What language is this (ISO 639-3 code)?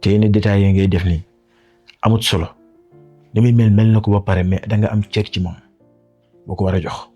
wol